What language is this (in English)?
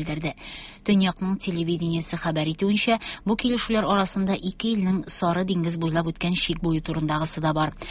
Tatar